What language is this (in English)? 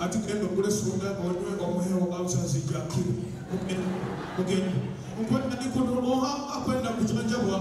Nyoro